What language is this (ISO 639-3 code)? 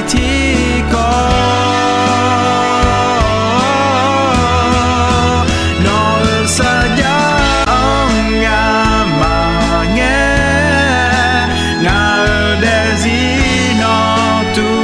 ahk